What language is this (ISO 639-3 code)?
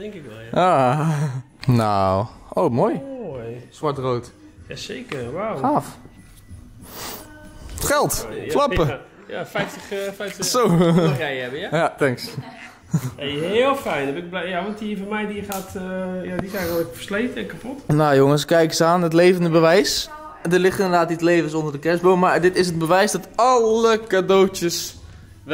nld